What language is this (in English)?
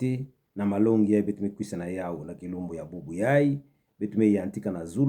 Kituba (Democratic Republic of Congo)